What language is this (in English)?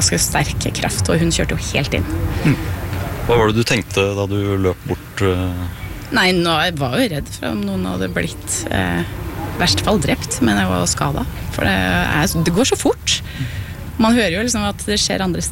Norwegian